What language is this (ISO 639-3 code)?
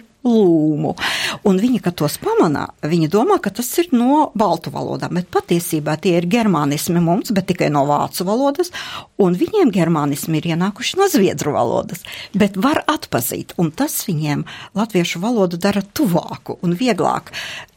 lav